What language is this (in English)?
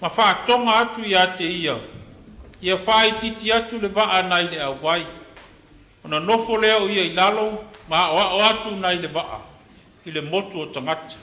Samoan